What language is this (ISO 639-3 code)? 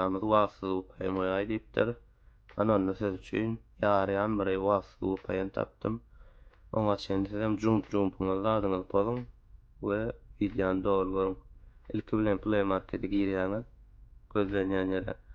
tuk